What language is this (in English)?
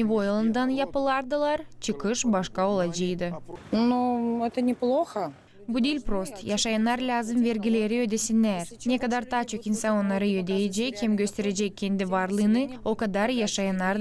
Gagauz